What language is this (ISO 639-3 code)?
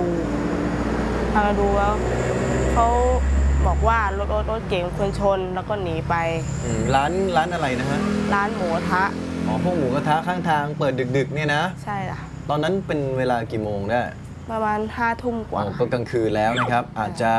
tha